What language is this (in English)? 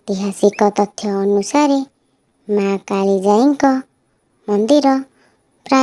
Odia